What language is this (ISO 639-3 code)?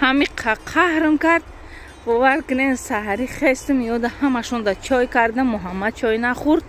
tgk